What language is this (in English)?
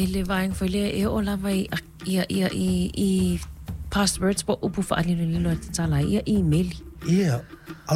Samoan